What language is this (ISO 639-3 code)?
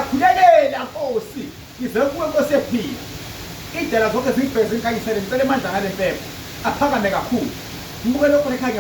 zul